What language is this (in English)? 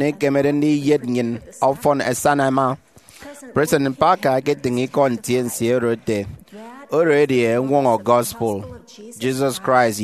Efik